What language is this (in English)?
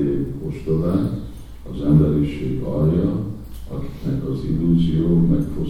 Hungarian